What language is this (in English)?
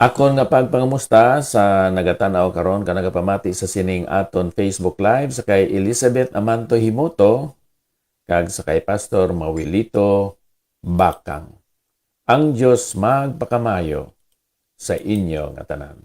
Hiligaynon